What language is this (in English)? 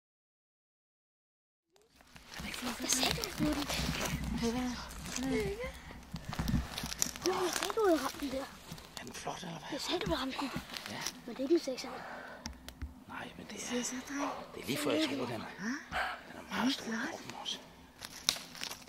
Danish